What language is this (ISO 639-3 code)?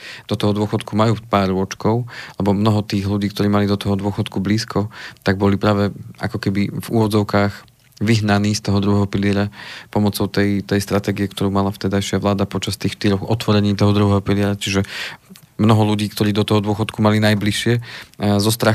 slk